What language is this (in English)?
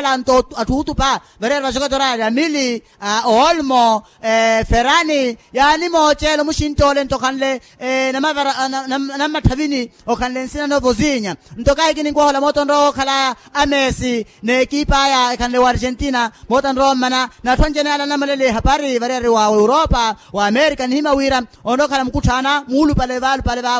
Makhuwa